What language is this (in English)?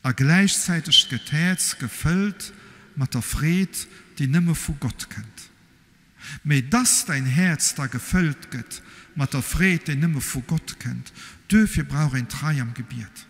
Luxembourgish